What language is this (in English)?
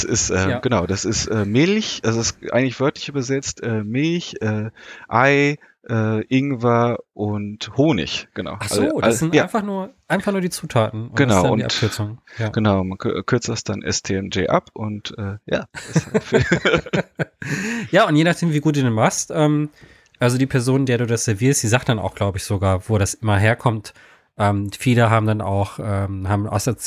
German